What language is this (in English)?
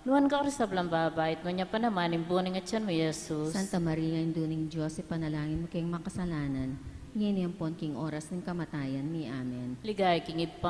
Pampanga